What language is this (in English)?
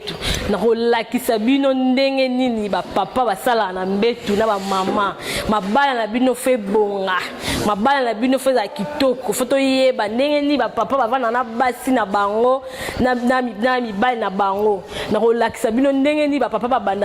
Lingala